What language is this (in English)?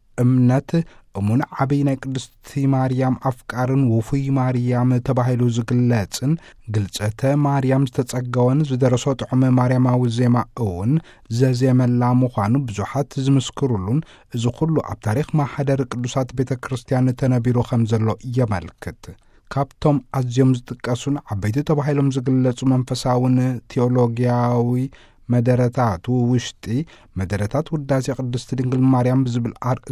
Tigrinya